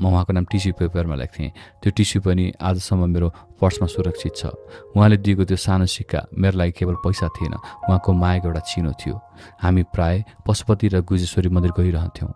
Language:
Nepali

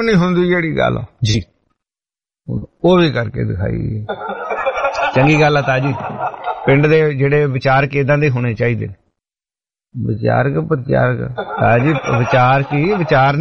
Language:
Punjabi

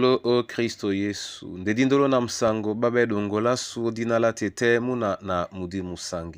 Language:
Duala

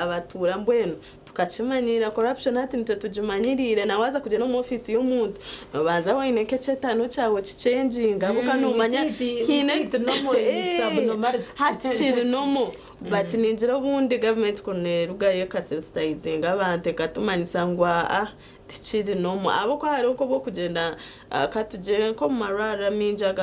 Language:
Nyankole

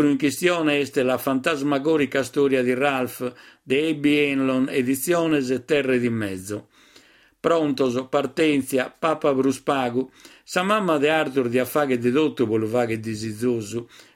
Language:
Sardinian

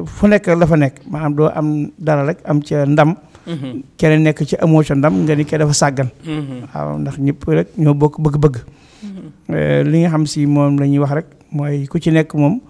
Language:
Wolof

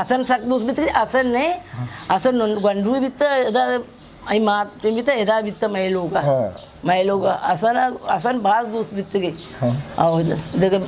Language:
Eastern Balochi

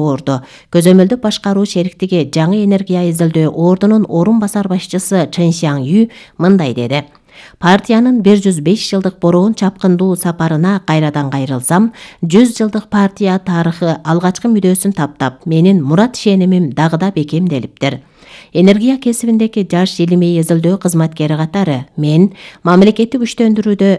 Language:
Kyrgyz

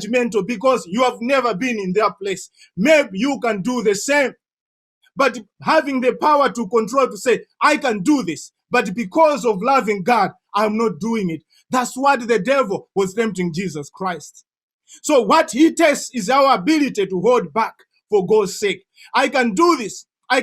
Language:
English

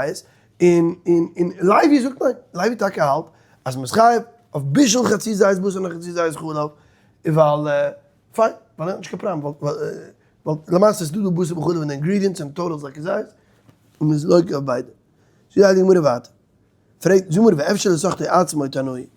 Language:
Yiddish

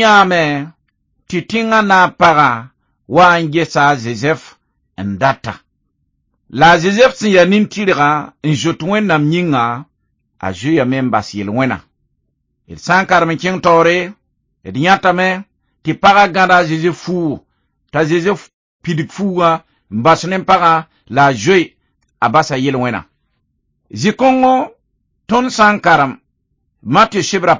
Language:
Mossi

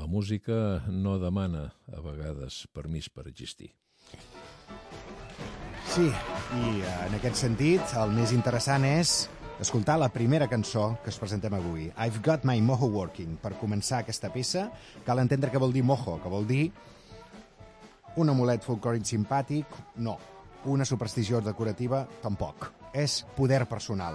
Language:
Catalan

